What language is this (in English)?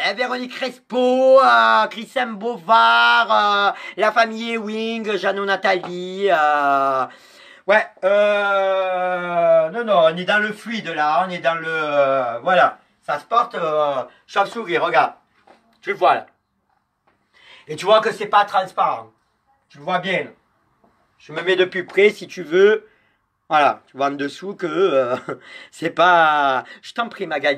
French